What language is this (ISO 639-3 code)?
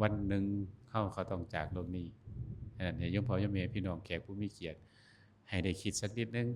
tts